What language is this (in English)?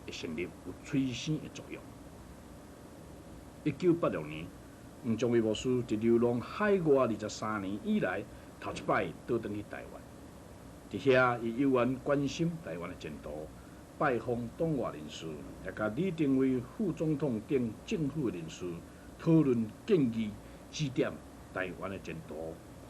Min Nan Chinese